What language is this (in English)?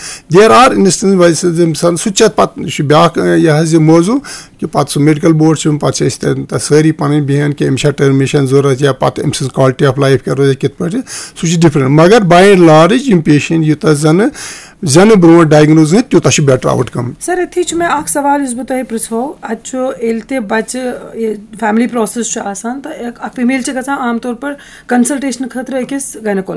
Kashmiri